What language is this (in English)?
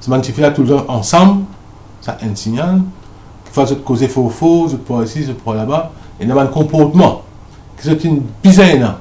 Morisyen